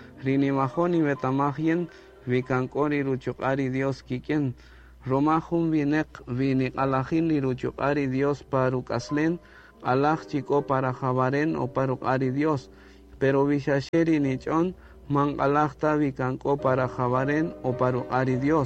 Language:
Kaqchikel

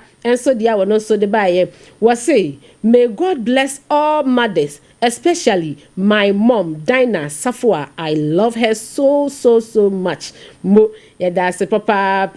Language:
Akan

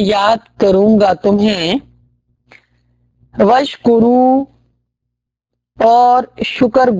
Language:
Urdu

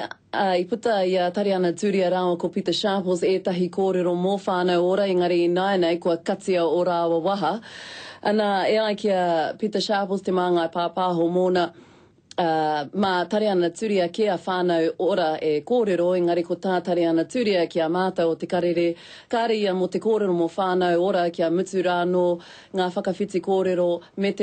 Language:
Māori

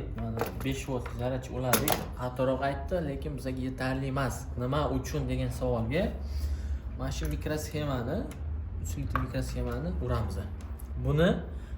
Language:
Uzbek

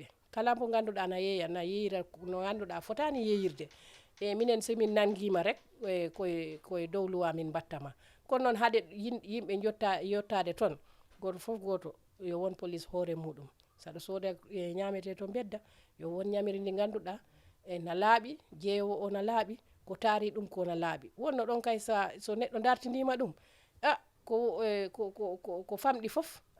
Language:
Fula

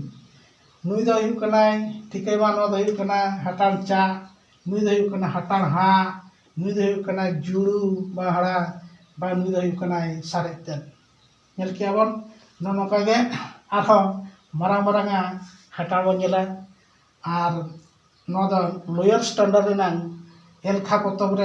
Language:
Santali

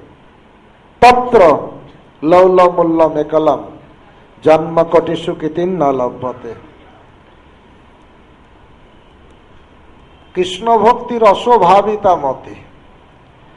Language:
Bangla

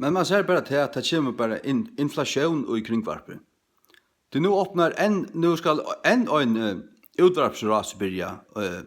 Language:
Faroese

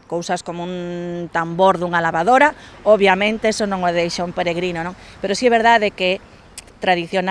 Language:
Galician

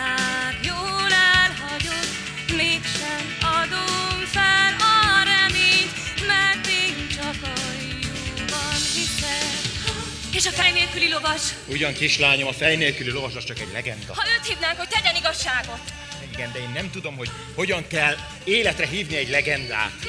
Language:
Hungarian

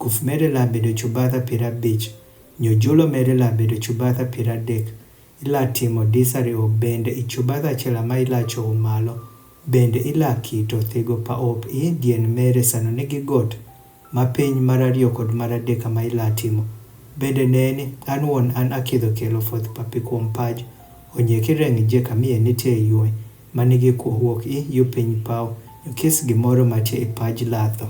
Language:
Adhola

